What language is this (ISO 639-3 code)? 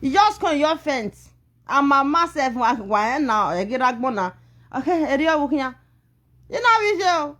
pcm